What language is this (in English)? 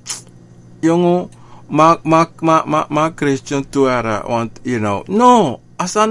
Sranan Tongo